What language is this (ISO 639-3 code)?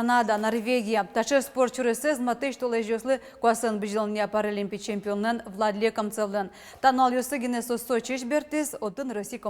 udm